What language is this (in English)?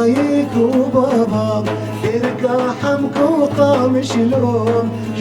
Kurdish